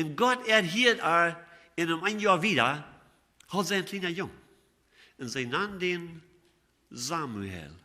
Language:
Plautdietsch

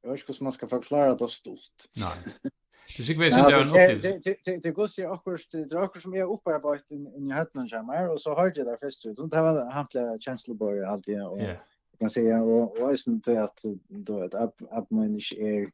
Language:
Faroese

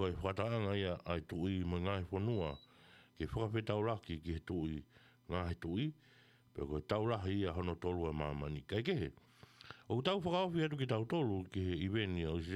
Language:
Tongan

